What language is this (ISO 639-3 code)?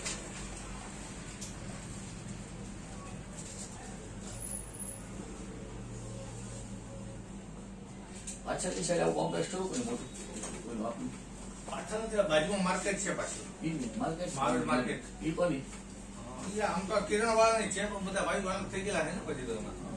guj